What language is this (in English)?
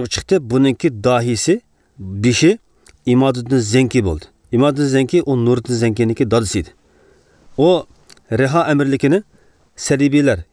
Uyghur